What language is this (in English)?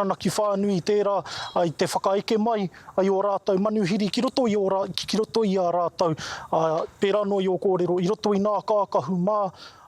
Māori